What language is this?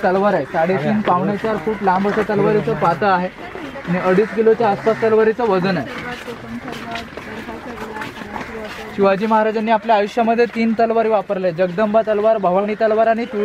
Marathi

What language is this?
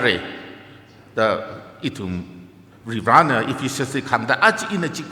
Tangkhul Naga (India)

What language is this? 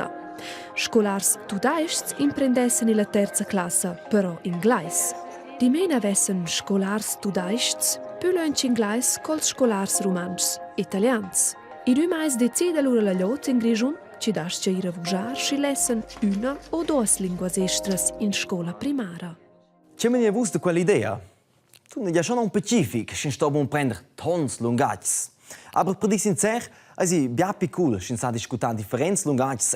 Romansh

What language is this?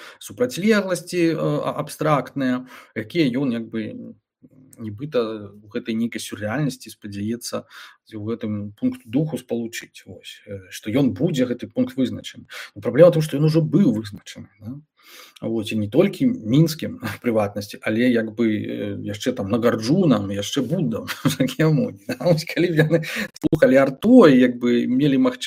Belarusian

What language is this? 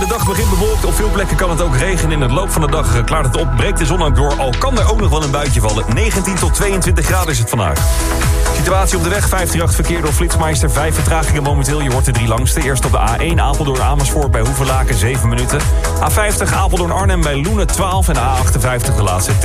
Dutch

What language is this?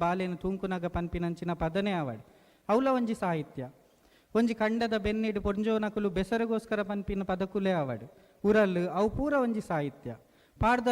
Tulu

